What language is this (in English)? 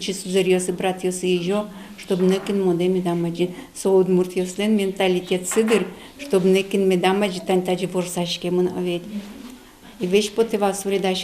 Udmurt